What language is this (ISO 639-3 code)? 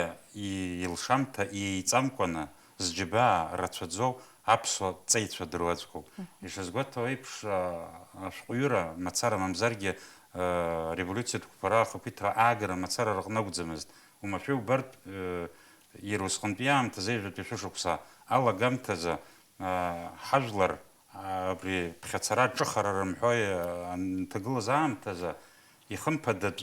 abk